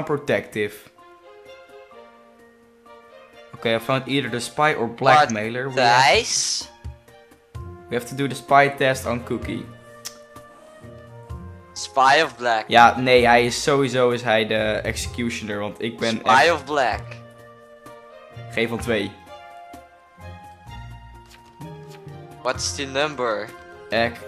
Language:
Dutch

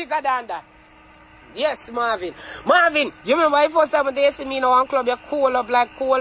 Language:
Jamaican Creole English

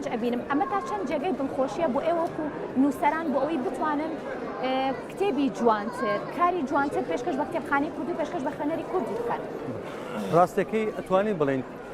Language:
Central Kurdish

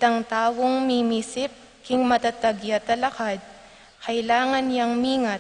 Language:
Pampanga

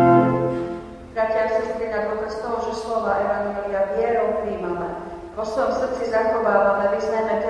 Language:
Slovak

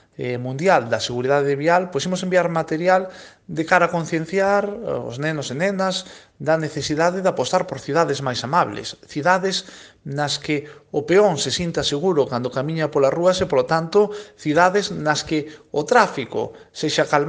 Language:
Galician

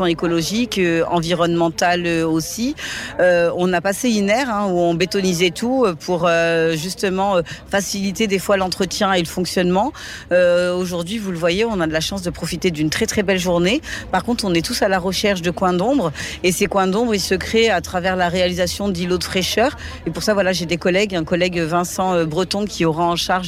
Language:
French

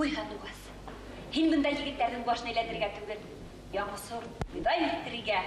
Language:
Bashkir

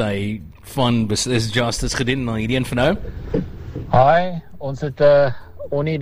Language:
Afrikaans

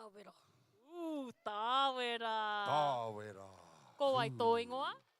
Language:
Māori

